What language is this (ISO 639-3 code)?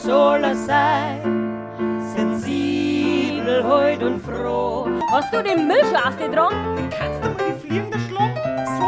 bar